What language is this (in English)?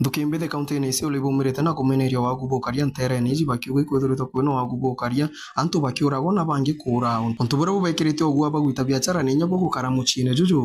Meru